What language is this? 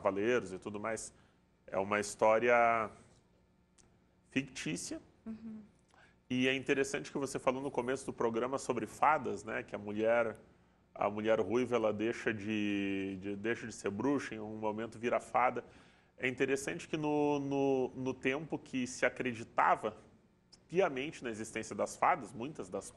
Portuguese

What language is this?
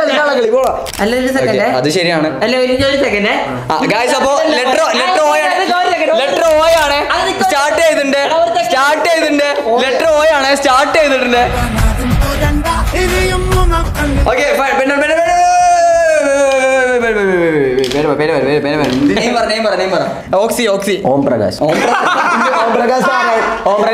Malayalam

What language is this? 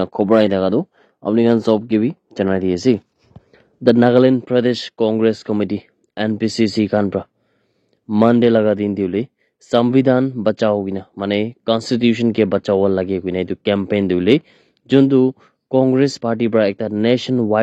Naga Pidgin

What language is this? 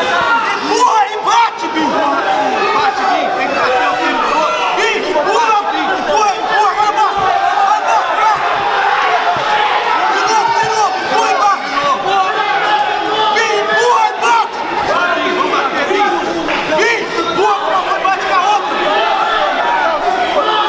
Portuguese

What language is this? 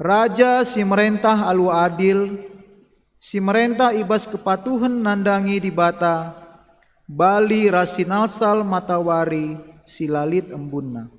Batak Karo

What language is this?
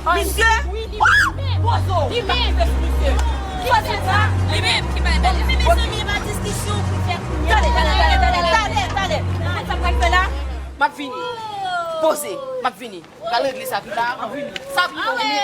Haitian Creole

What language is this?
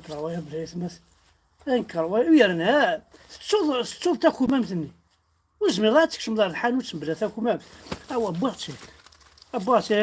Kabyle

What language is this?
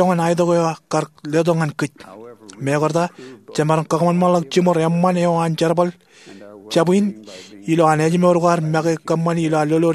Marshallese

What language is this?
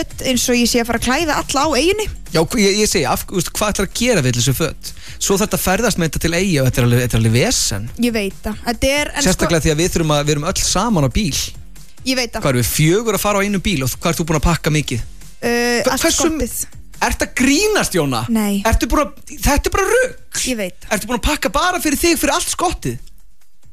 Icelandic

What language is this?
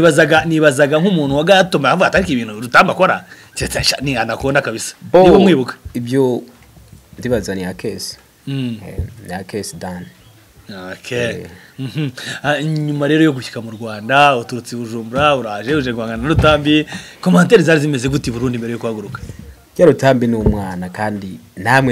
Kinyarwanda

